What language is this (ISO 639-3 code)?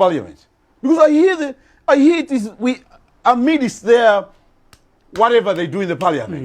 nya